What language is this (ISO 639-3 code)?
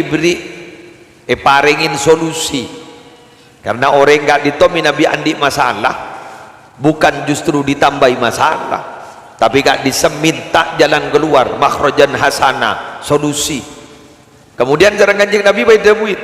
mad